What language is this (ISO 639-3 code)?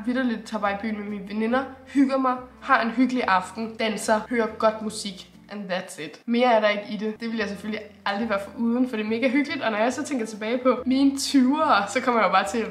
dan